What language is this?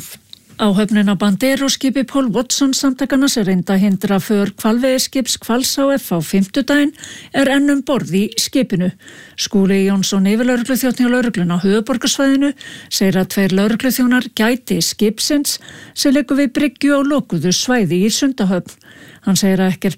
Icelandic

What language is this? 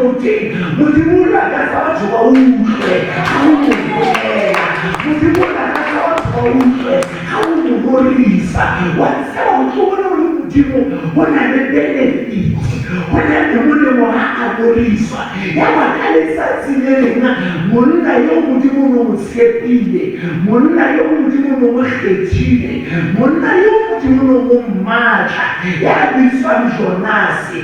Southern Sotho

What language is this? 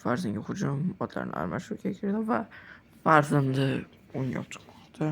Uzbek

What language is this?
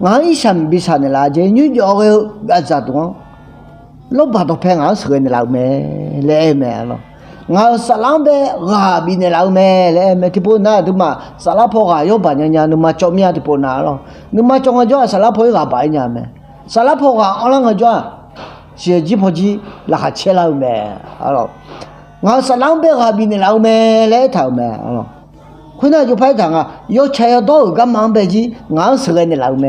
Akha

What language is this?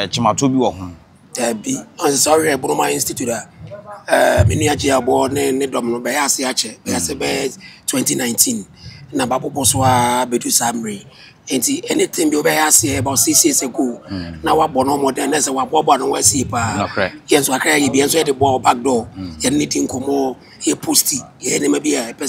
Akan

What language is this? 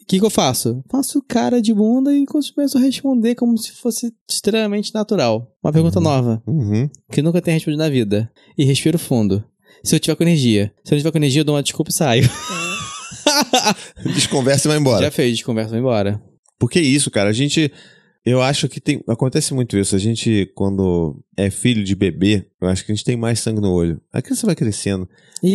Portuguese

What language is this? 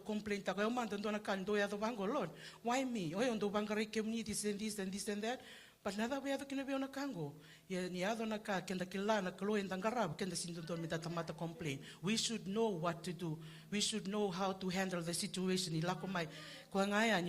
Fijian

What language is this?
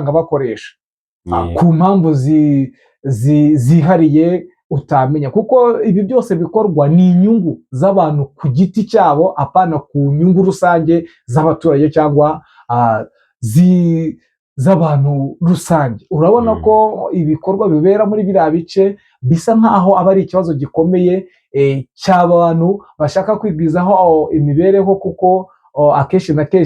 Kinyarwanda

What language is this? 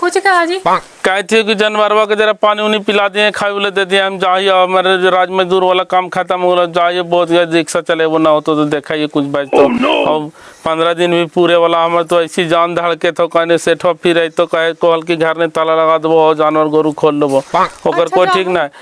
Magahi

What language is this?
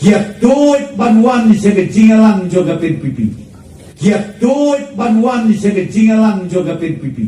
Khasi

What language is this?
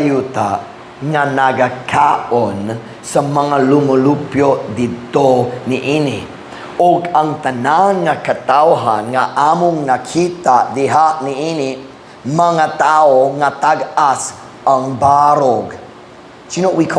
Cebuano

